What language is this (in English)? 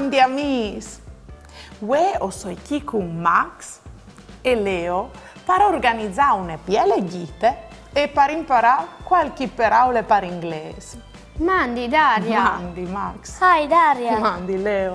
Friulian